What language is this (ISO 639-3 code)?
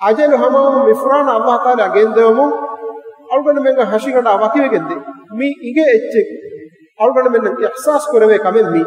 div